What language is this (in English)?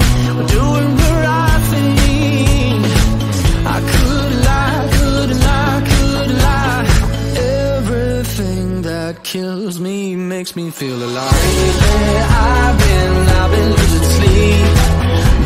English